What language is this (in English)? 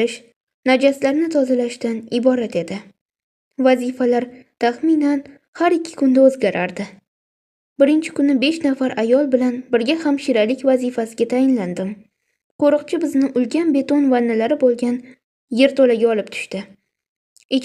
Uzbek